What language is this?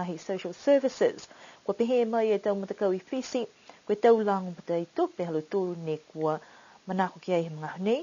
Niuean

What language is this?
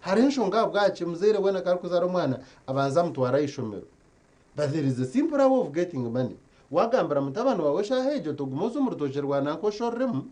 Nyankole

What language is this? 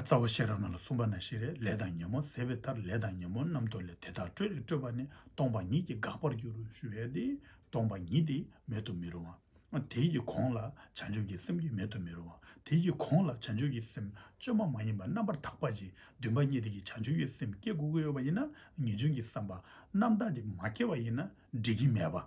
Tibetan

